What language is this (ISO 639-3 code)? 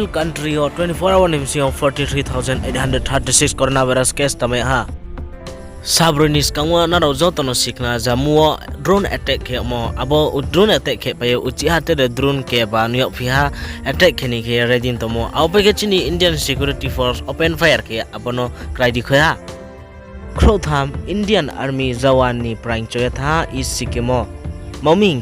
ria